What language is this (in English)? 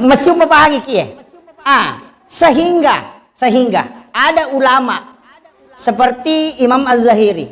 Buginese